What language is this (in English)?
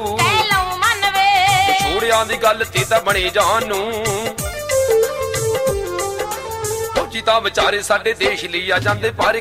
Punjabi